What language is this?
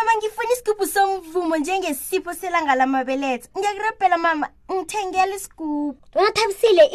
South Ndebele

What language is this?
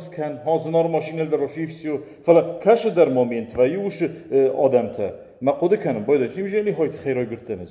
Ossetic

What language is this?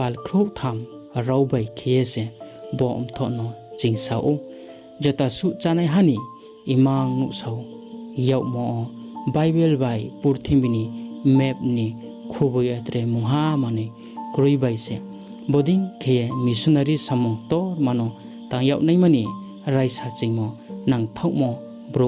Riang (India)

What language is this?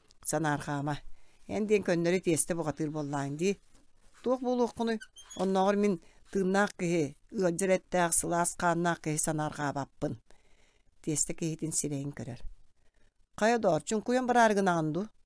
Yakut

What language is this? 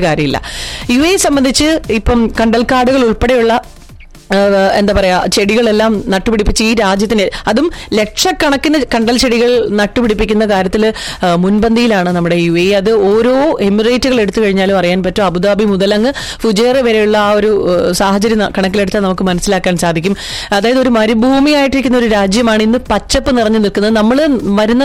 Malayalam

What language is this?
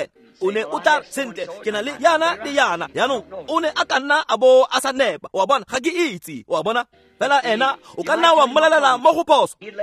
Tswana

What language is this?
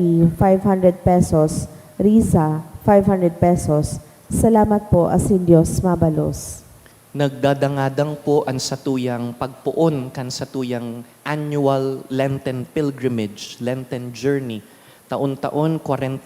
Bikol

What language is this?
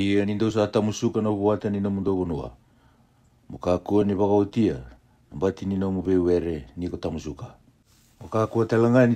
Fijian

